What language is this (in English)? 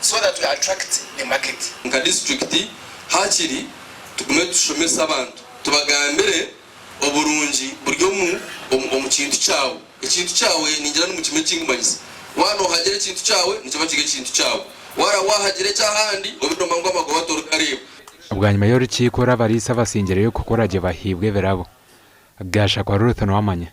Nyankole